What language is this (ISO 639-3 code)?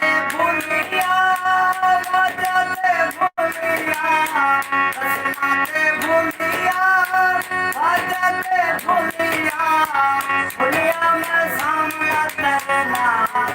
skr